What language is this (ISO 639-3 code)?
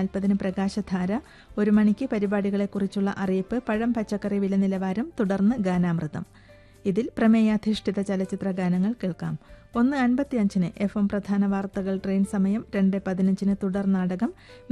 mal